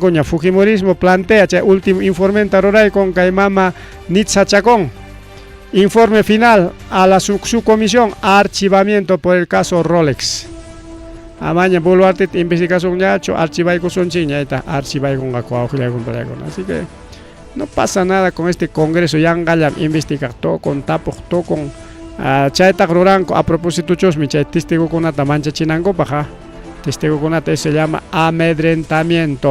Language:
Ayacucho Quechua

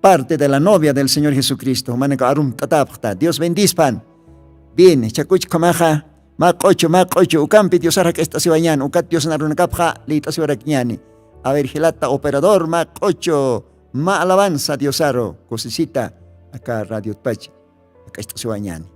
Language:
Aymara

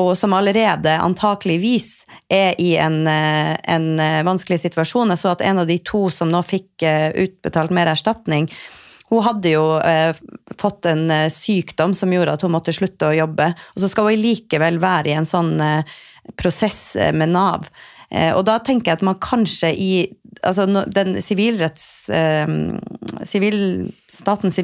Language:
Norwegian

